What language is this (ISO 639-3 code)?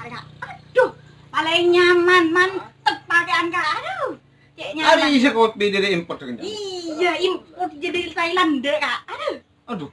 mad